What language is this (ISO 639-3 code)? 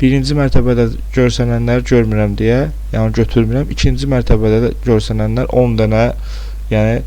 aze